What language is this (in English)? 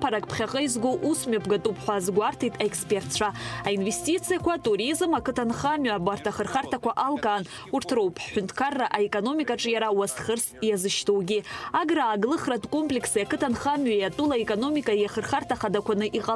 Abkhazian